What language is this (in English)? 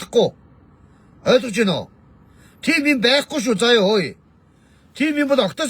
Mongolian